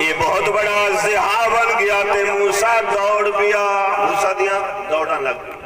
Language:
Saraiki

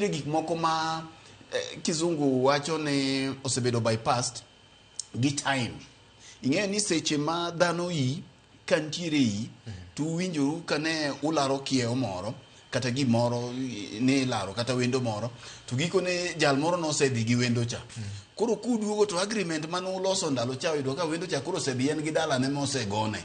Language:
Luo (Kenya and Tanzania)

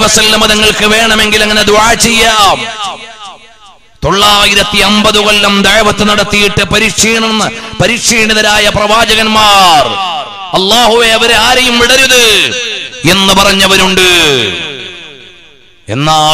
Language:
Malayalam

